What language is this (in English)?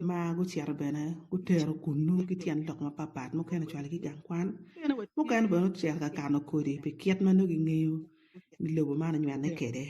Acoli